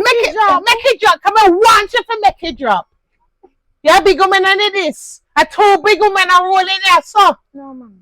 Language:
Jamaican Creole English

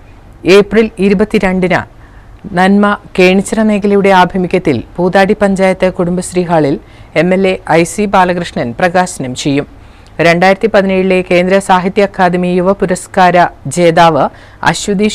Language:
Malayalam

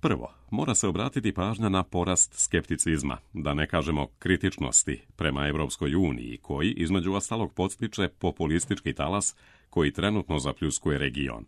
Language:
Serbian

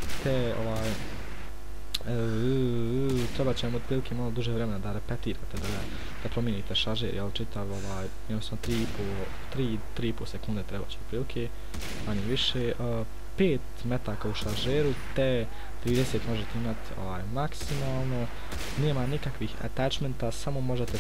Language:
Bosnian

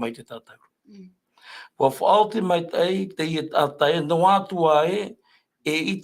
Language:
Tahitian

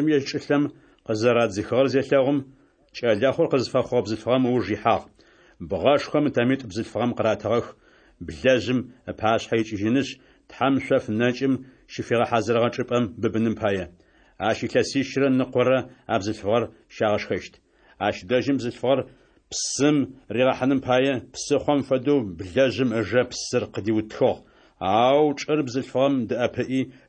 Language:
Adyghe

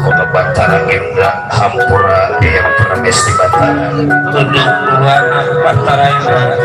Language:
Betawi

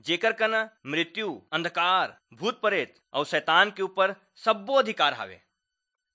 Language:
Chhattisgarhi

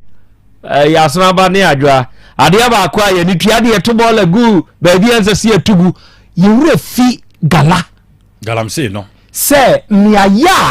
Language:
Akan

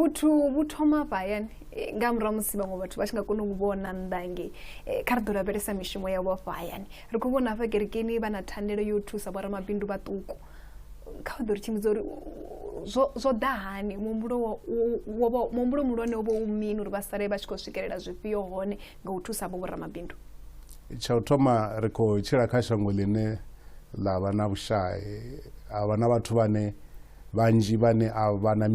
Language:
Venda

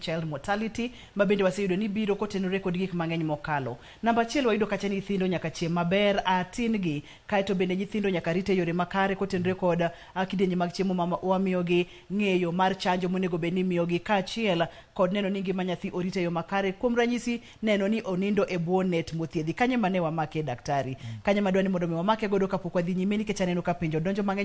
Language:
Luo (Kenya and Tanzania)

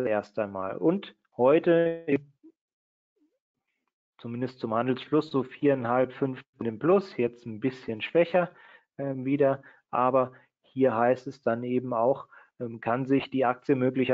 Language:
German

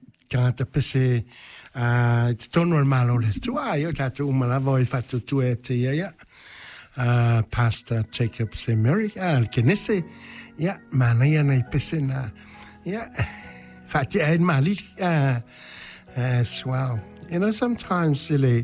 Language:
Samoan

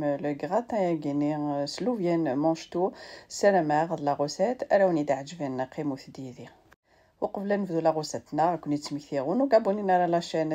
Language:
Kabyle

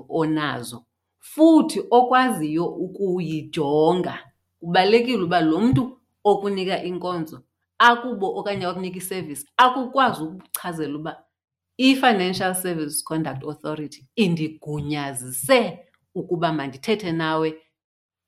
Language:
Xhosa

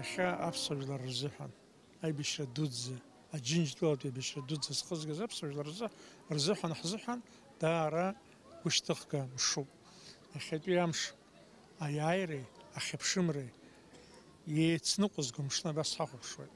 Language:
Abkhazian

